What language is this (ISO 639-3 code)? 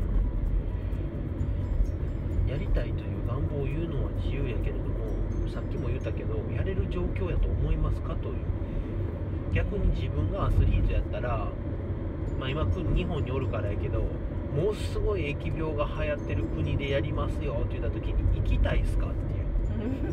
jpn